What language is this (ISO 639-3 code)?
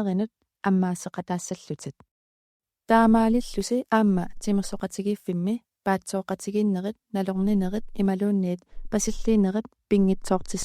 kal